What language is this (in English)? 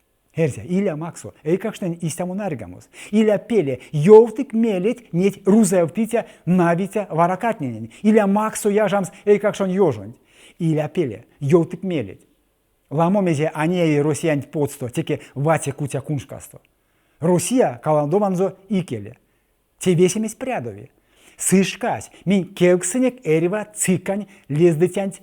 Erzya